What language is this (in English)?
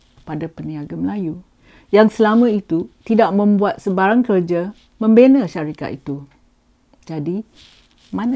Malay